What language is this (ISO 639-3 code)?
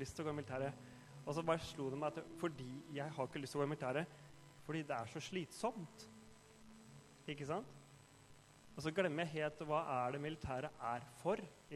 nor